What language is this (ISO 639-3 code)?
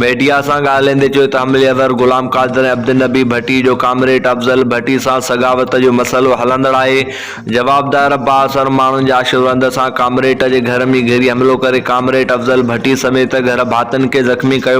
snd